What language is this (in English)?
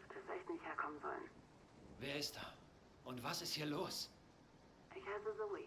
Swiss German